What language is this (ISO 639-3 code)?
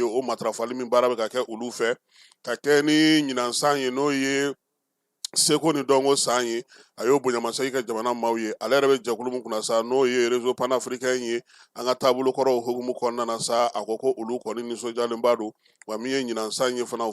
bam